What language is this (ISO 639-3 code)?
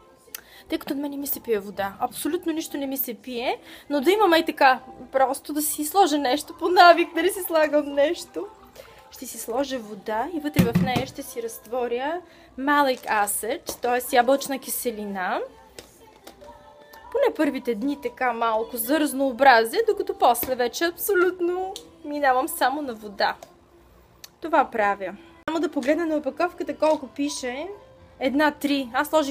bul